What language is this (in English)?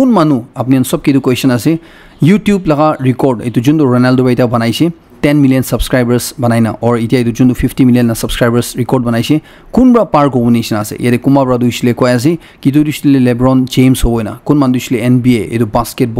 Naga Pidgin